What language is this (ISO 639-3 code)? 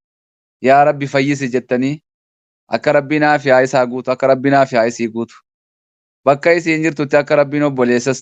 orm